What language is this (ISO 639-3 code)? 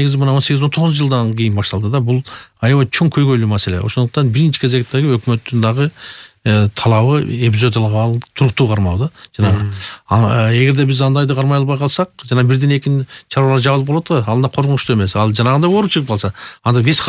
kir